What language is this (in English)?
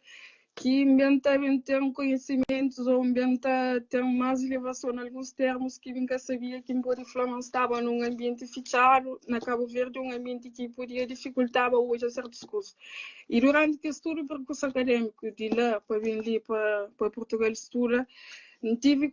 Kabuverdianu